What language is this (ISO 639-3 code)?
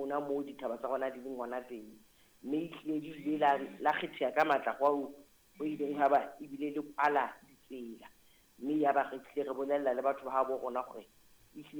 sot